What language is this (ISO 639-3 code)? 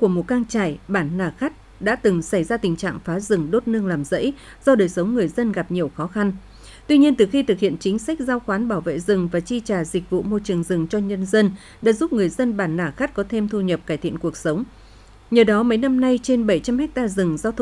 vie